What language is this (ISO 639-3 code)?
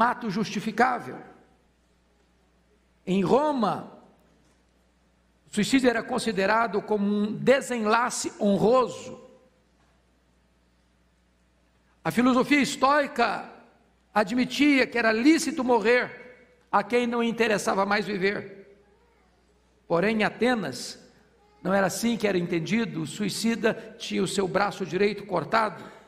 por